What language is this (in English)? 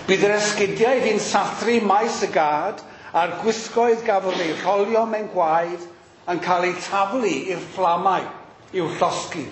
Welsh